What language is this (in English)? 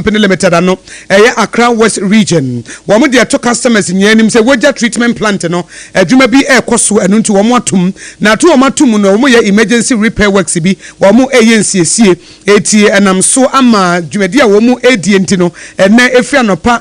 Akan